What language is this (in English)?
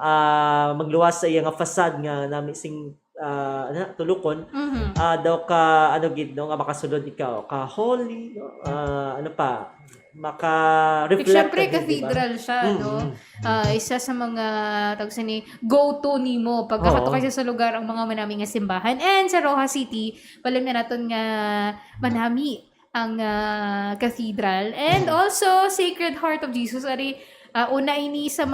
Hiligaynon